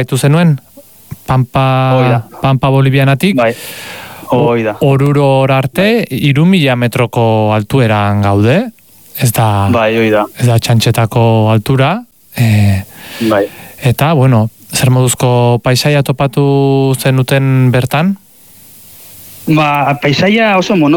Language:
Basque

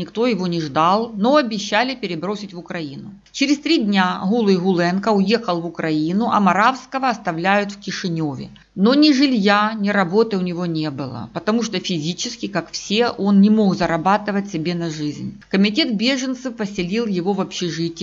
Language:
Russian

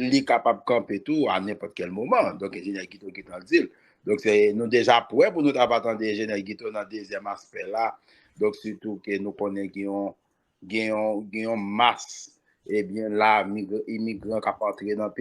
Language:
Haitian Creole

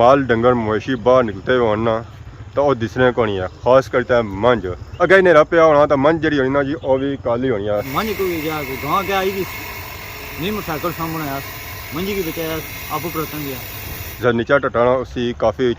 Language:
Pahari-Potwari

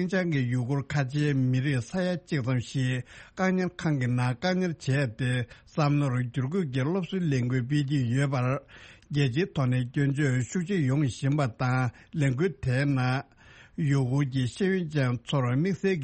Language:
Tibetan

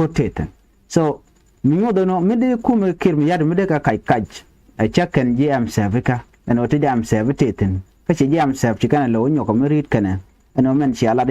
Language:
Nuer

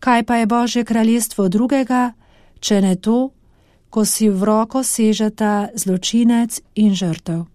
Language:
Slovenian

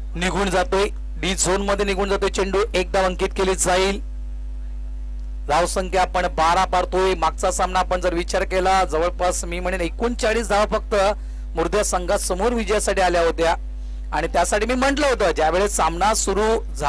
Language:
Marathi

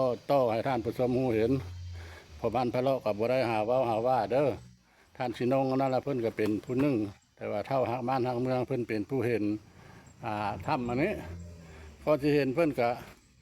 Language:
Lao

